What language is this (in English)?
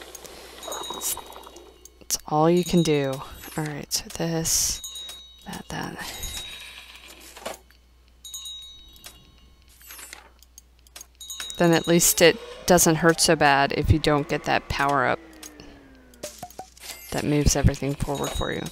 English